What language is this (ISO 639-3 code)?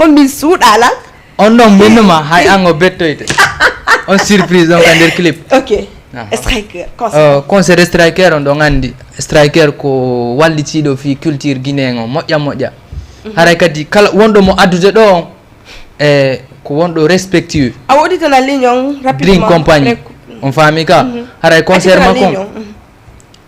ful